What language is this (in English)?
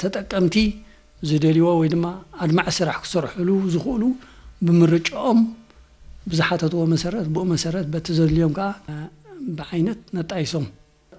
Tigrinya